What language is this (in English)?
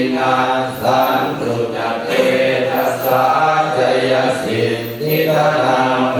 Pali